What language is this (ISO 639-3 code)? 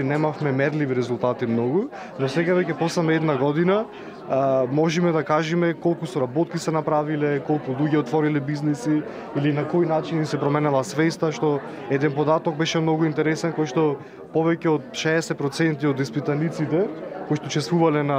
mkd